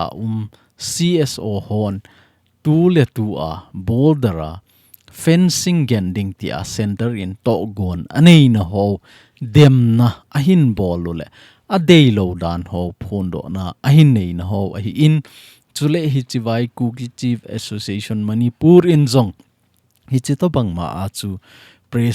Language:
Thado Chin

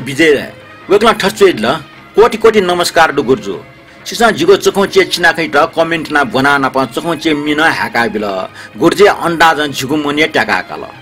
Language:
Newari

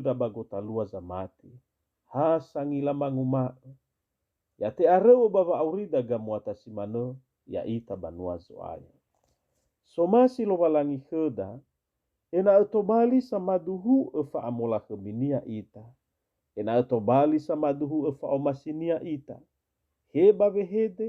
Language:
Nias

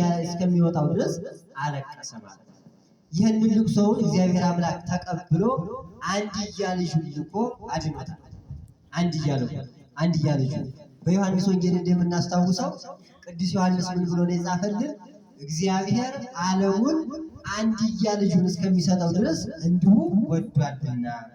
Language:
Amharic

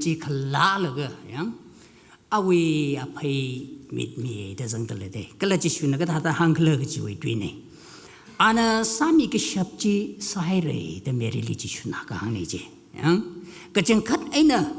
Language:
Tangkhul Naga (India)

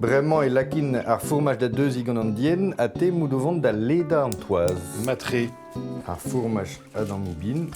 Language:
Breton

